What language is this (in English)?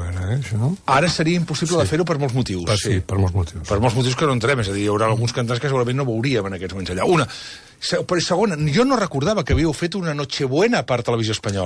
Catalan